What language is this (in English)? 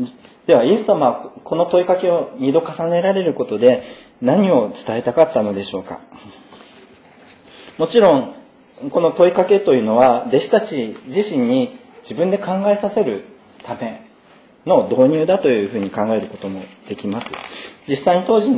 Japanese